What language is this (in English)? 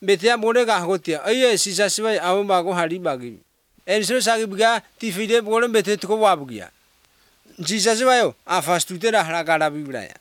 Basque